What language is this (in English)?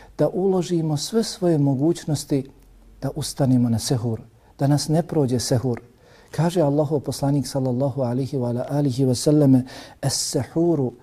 Bosnian